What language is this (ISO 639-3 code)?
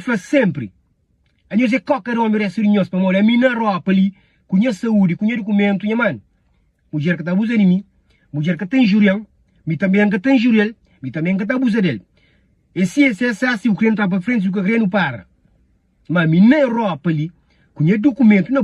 kea